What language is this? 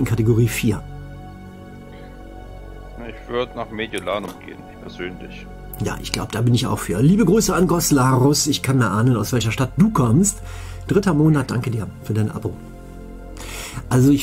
German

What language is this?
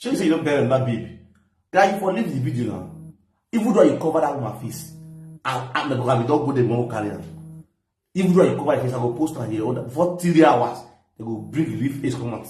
Nigerian Pidgin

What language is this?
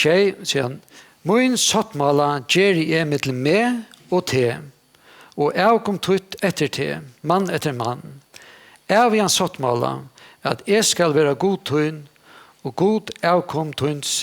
Faroese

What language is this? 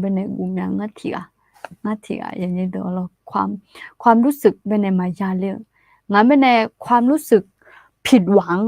Akha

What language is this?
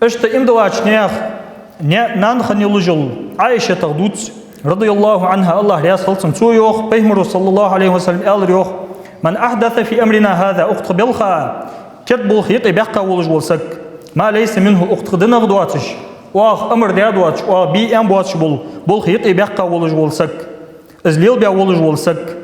Ingush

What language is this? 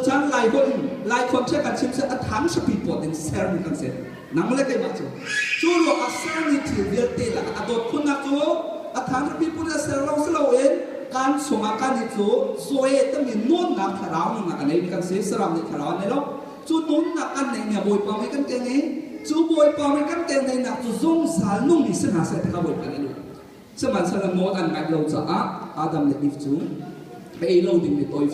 Hakha Chin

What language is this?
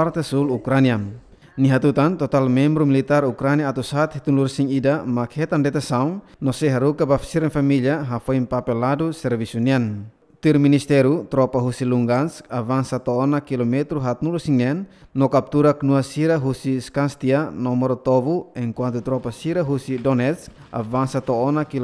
Tetum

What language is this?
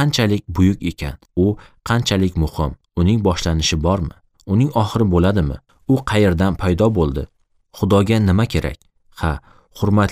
Uzbek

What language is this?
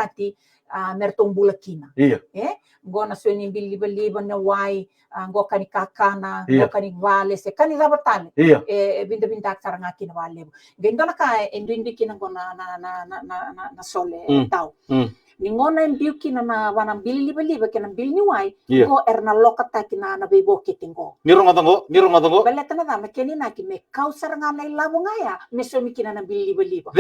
Fijian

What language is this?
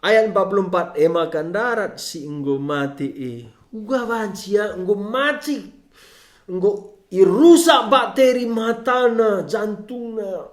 Batak Karo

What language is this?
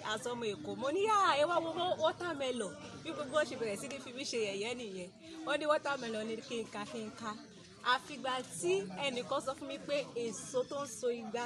Yoruba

